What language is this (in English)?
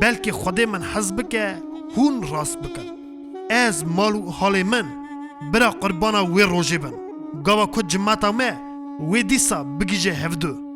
Kurdish